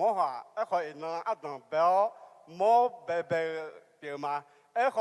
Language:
Akha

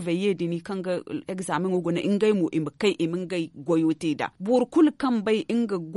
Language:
Zarma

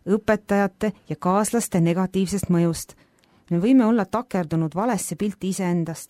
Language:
Estonian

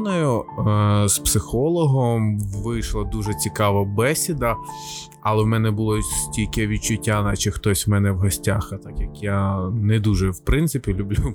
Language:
Ukrainian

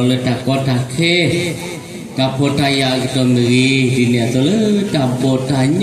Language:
S'gaw Karen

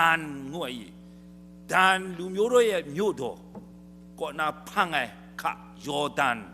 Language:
Kachin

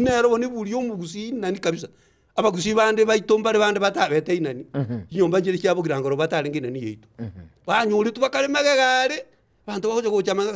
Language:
Gusii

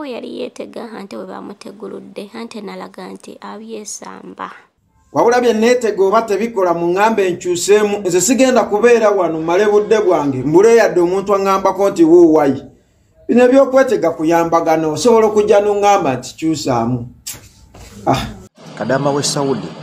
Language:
Ganda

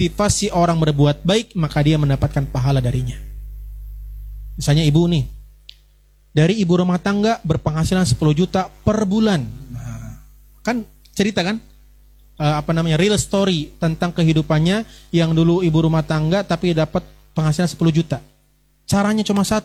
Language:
Indonesian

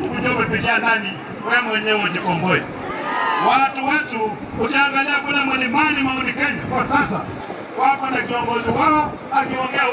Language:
Swahili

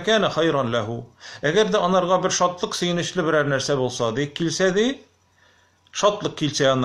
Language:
Tatar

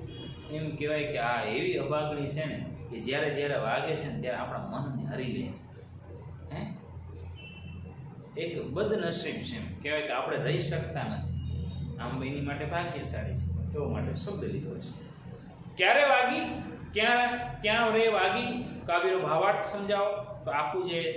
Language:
Gujarati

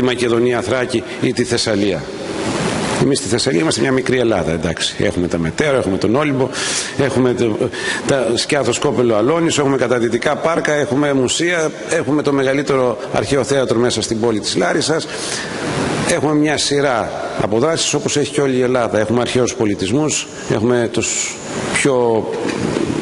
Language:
Greek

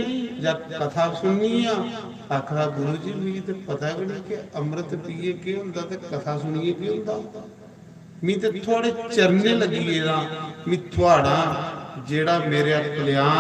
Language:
Dogri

